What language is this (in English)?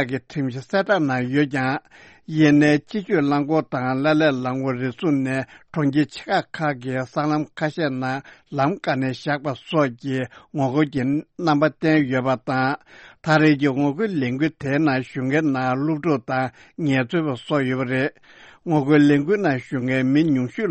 Tibetan